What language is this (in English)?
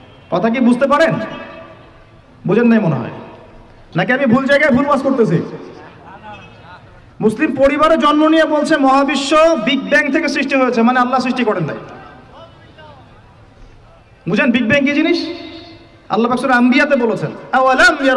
Bangla